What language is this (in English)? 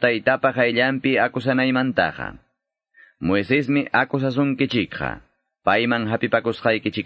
Quechua